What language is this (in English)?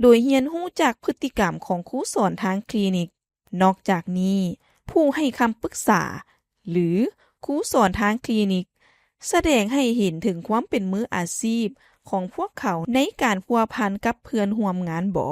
Lao